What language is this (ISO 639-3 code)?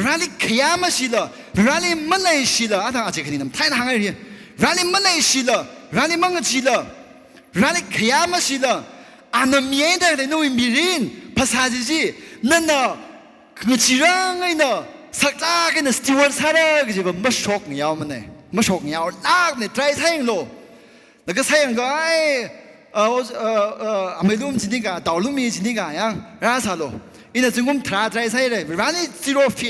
nmf